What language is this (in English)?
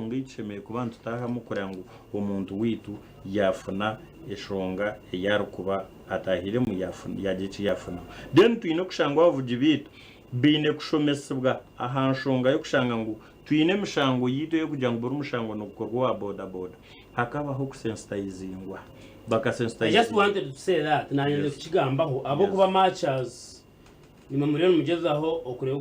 Nyankole